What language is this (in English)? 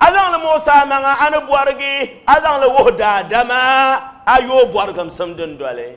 Dagbani